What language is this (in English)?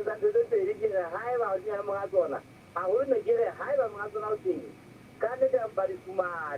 Southern Sotho